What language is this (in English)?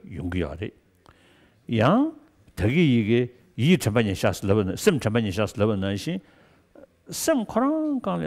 Tibetan